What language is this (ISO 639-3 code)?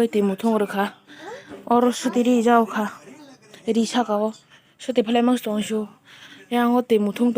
trp